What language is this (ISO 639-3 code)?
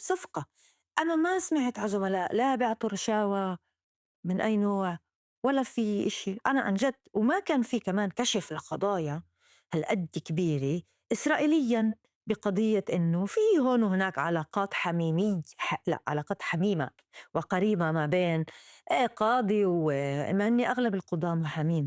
apc